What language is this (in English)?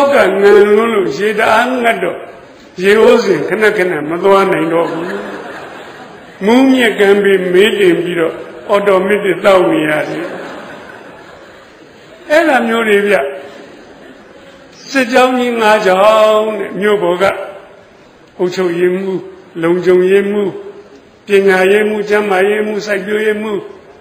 Burmese